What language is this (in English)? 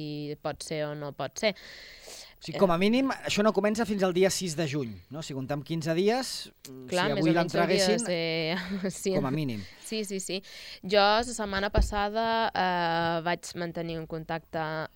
Catalan